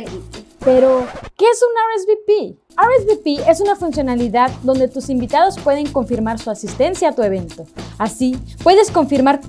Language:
Spanish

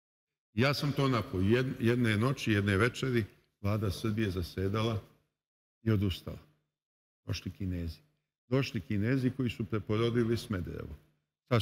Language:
Serbian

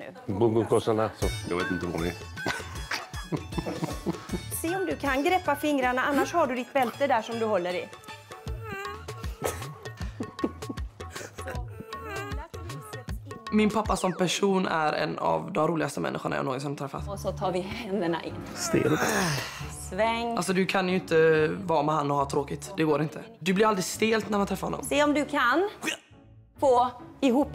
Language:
Swedish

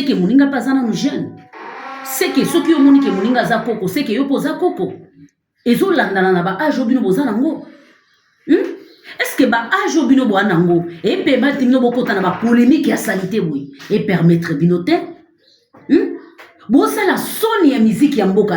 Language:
Lingala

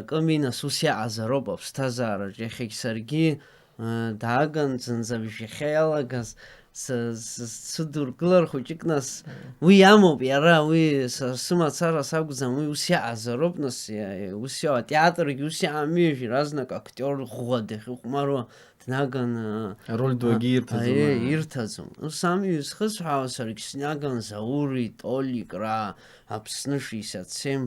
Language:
Abkhazian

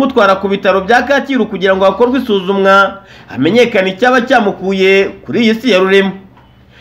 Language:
Kinyarwanda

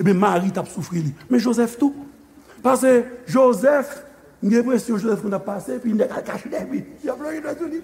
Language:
Haitian Creole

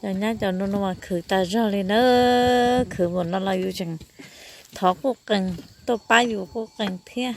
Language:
Hmong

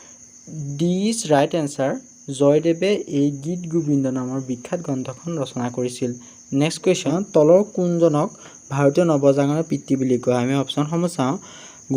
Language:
Assamese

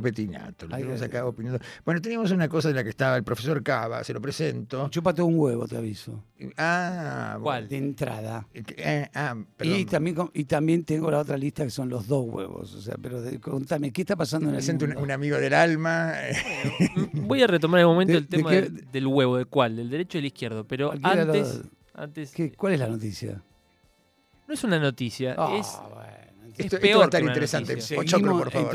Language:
Spanish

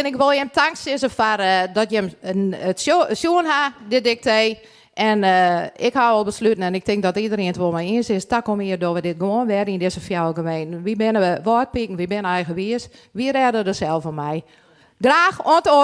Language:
Western Frisian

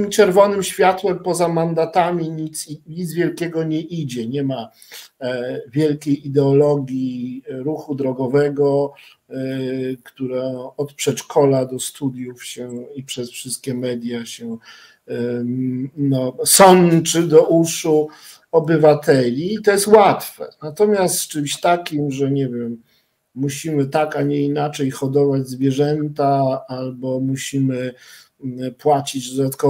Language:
Polish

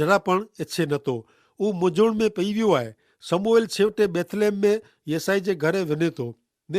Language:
Kachhi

